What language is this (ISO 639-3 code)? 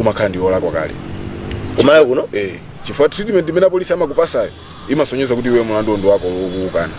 nya